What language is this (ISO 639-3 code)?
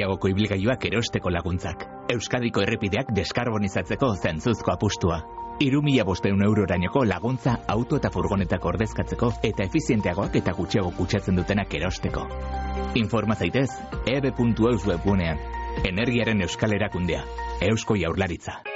eus